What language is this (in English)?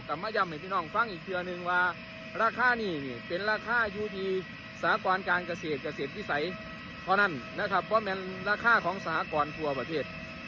Northeastern Thai